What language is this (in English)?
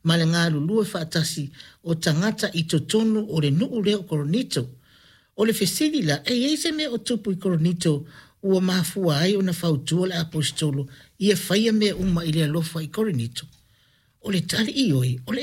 Samoan